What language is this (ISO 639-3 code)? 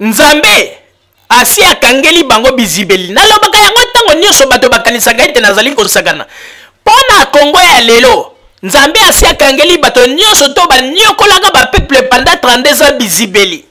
lin